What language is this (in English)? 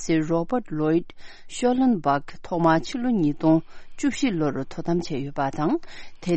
Tibetan